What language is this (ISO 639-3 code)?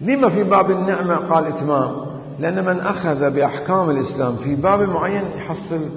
acm